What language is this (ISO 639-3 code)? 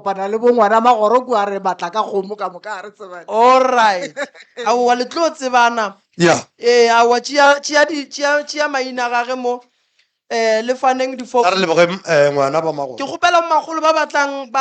nso